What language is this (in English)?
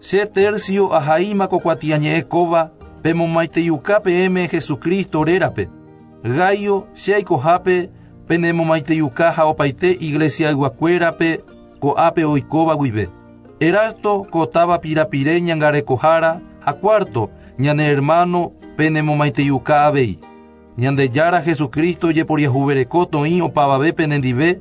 Guarani